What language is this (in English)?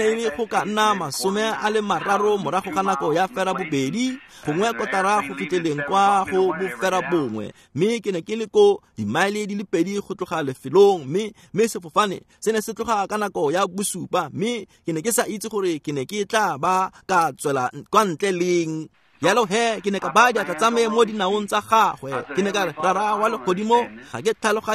Tswana